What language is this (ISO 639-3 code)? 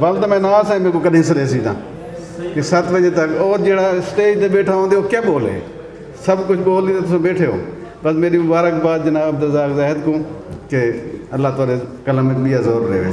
skr